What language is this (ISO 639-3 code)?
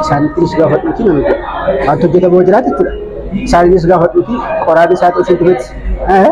orm